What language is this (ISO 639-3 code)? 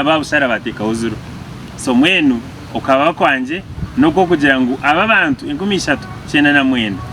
nyn